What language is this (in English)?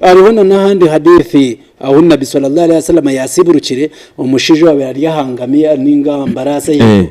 Nyankole